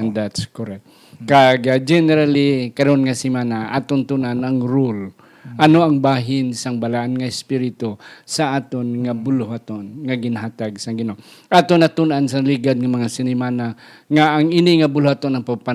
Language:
Hiligaynon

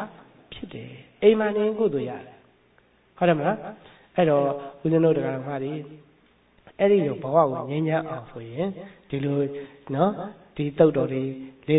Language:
Burmese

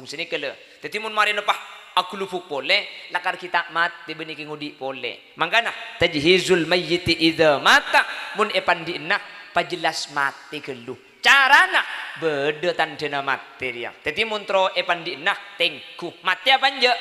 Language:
Madurese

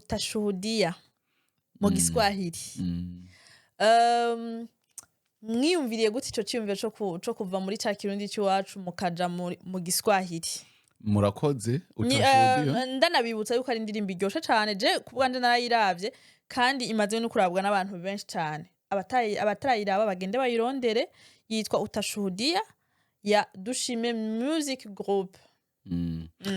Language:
Rundi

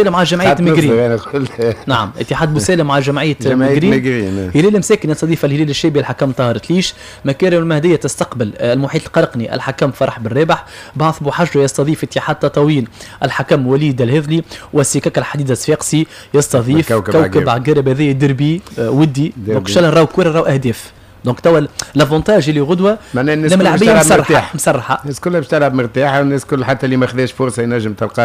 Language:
Tunisian Arabic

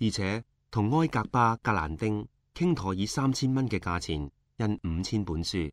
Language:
Cantonese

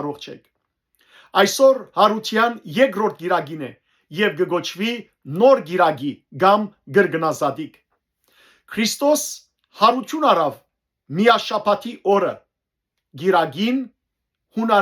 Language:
Western Armenian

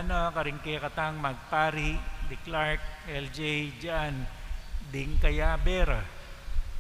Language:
Pampanga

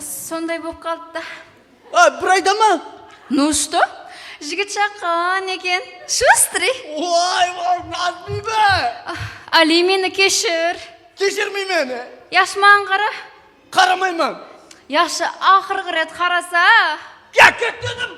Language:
Kara-Kalpak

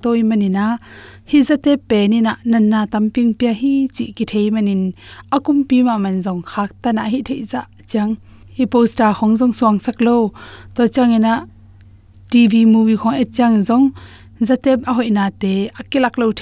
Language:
Tedim Chin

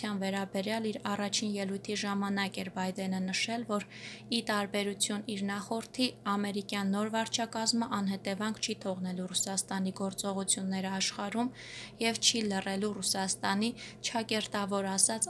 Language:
Armenian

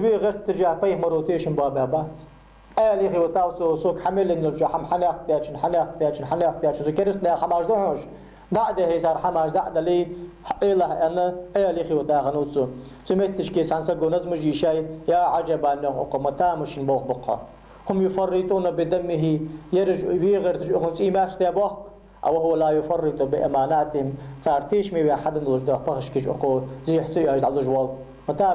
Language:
Ingush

